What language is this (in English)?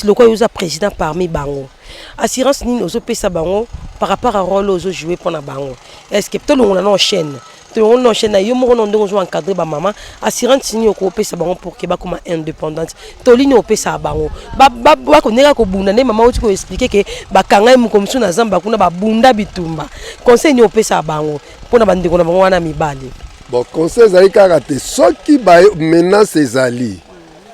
Lingala